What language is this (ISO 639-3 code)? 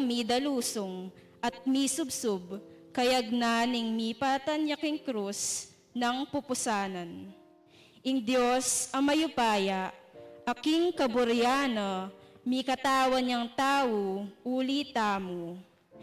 pam